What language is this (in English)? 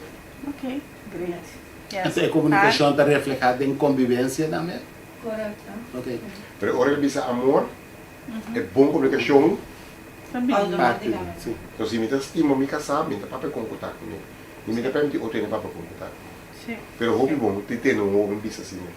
Papiamento